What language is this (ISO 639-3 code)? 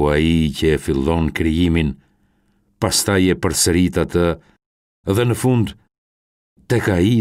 sqi